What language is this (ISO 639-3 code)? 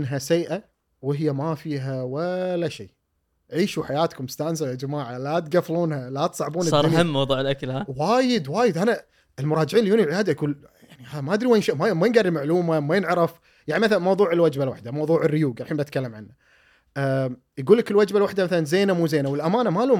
afb